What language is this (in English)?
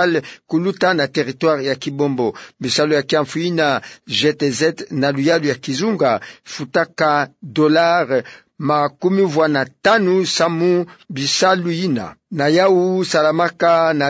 Kituba (Democratic Republic of Congo)